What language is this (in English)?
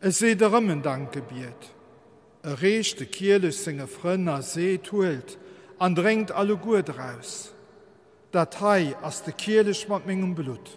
Luxembourgish